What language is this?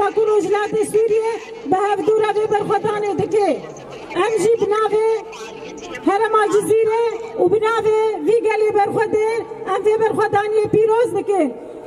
Kurdish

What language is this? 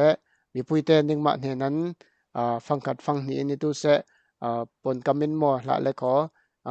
Falam Chin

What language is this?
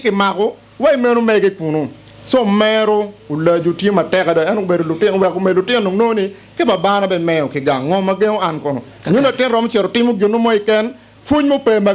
Acoli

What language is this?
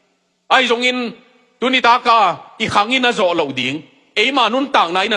Tedim Chin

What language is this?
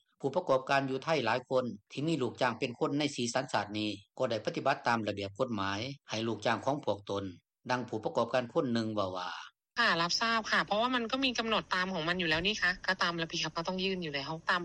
Lao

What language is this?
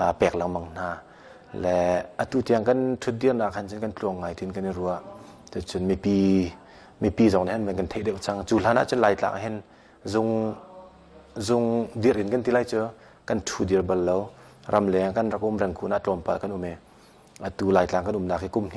Hakha Chin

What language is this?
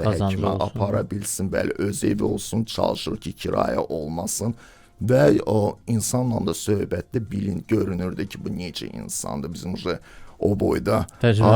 Azerbaijani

